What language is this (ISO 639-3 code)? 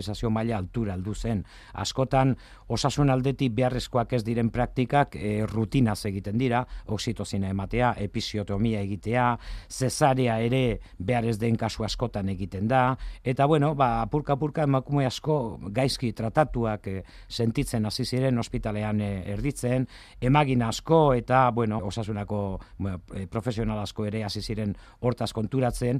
eus